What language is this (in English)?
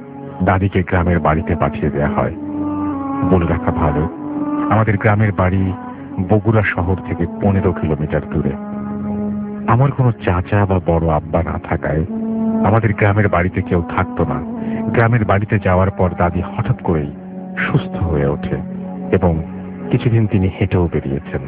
Bangla